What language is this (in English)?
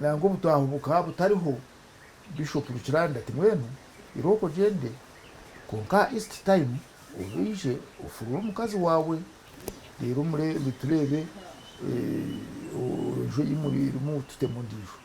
Nyankole